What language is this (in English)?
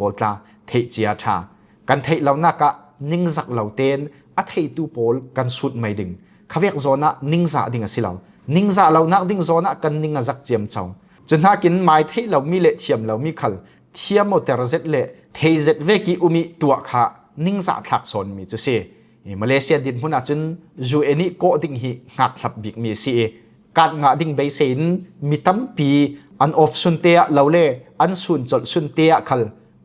Falam Chin